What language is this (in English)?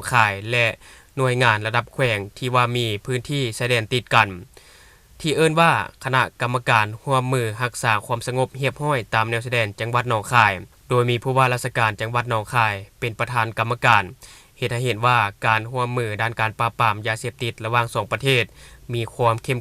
Lao